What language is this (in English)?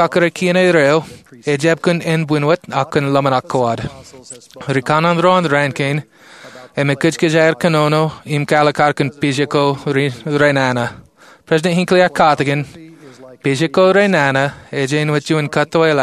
Marshallese